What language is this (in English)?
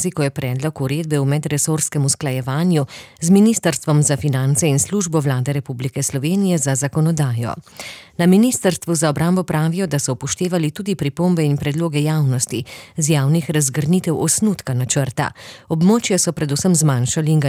Slovenian